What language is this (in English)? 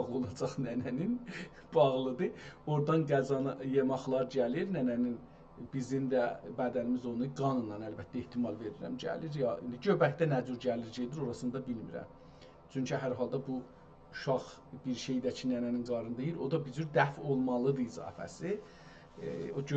South Azerbaijani